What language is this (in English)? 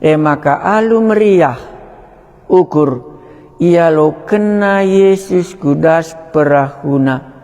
Batak Karo